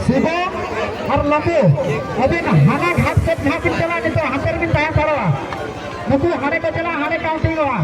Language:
Santali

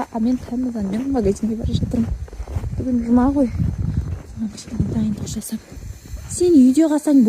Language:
Kazakh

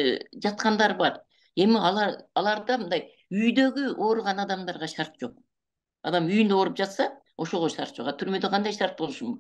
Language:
Kyrgyz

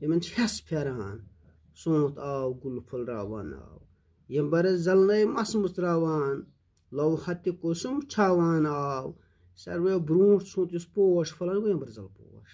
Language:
Kashmiri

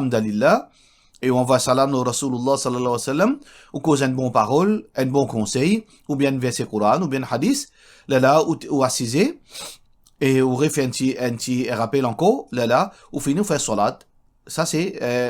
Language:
Morisyen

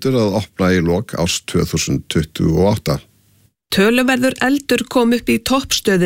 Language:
Icelandic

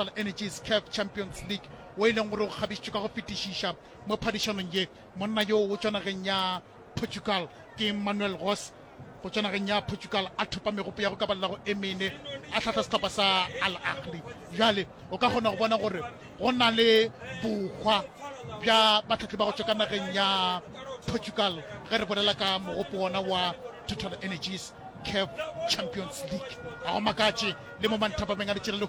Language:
Northern Sotho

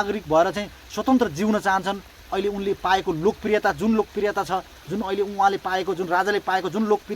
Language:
Nepali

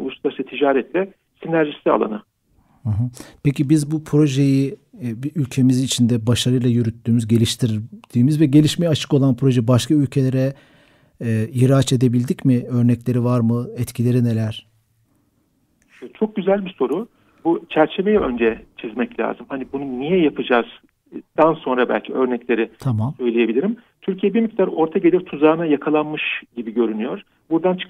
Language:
Turkish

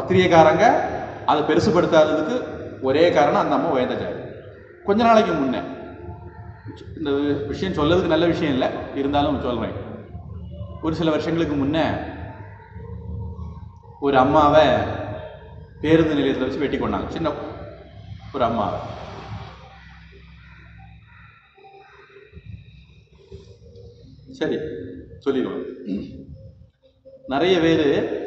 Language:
Tamil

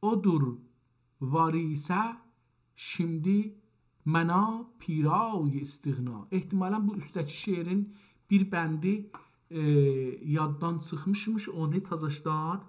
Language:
South Azerbaijani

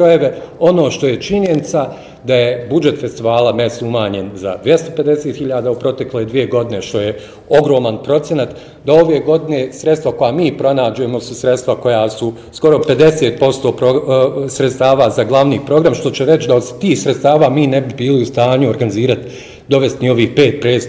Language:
Bosnian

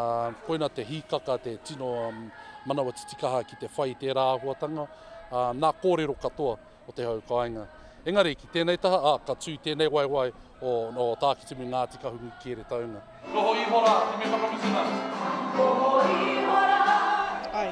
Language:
Māori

